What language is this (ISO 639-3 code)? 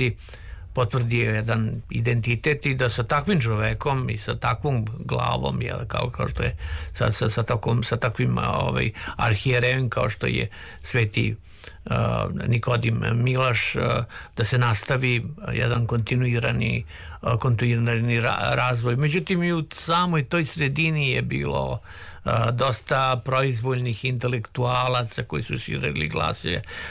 srp